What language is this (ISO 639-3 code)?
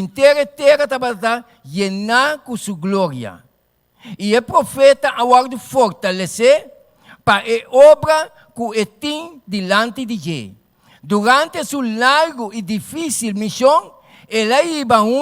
pap